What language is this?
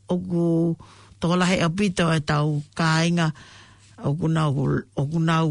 Tongan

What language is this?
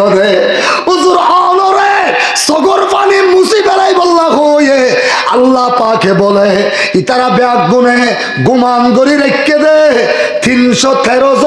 Rohingya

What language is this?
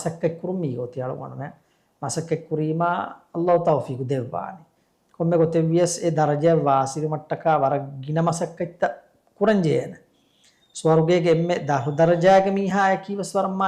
Divehi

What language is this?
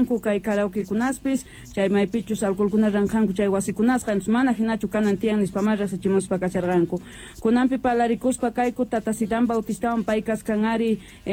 South Bolivian Quechua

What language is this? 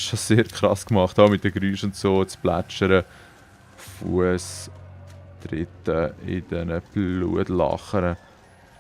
Swiss German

